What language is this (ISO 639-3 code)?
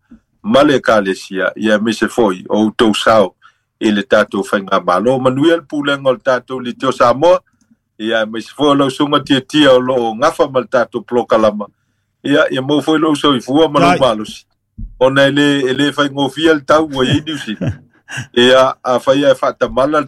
smo